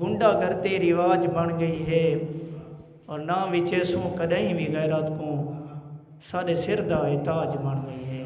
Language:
Saraiki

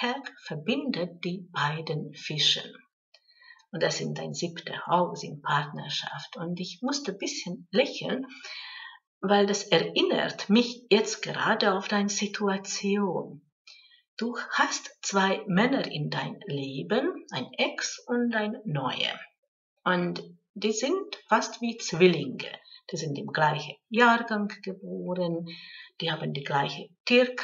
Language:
German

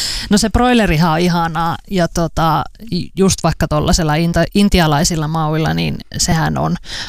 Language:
Finnish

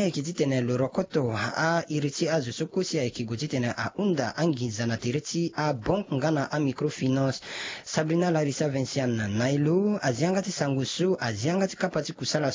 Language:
Sango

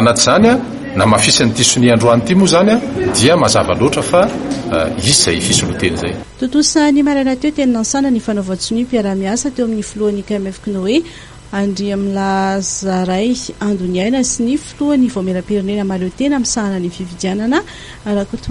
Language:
Malagasy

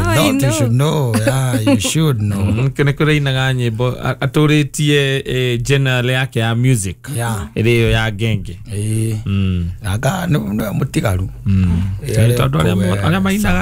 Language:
Kikuyu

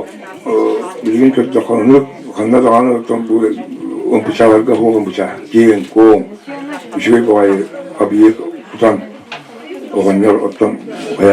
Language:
Yakut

